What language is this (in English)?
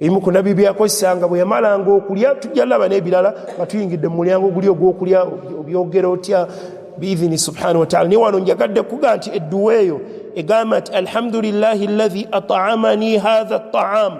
Ganda